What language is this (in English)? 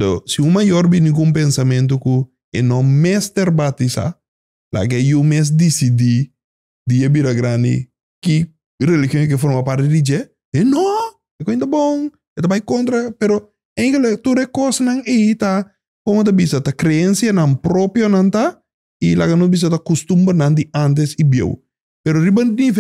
Papiamento